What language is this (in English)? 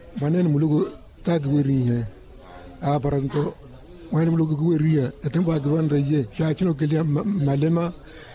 Makhuwa